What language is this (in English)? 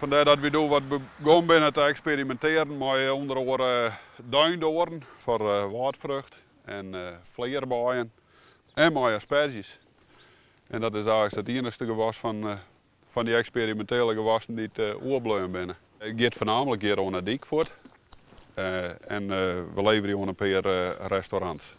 Western Frisian